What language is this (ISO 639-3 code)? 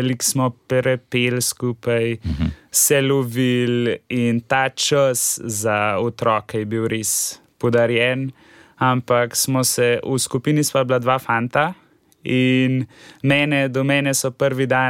slv